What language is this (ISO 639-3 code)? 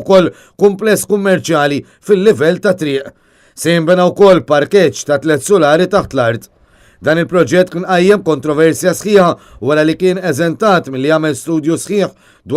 mlt